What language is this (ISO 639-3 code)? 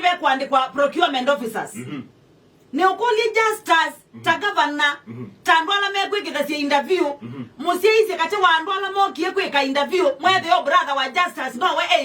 kam